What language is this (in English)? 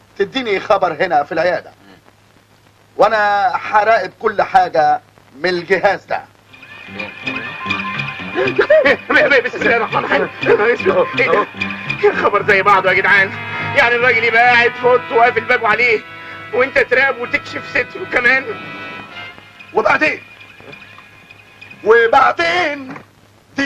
Egyptian Arabic